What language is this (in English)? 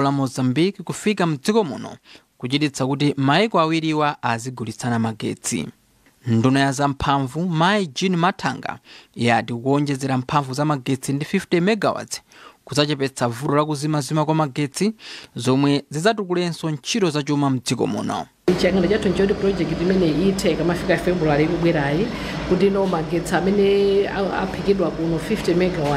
Nyanja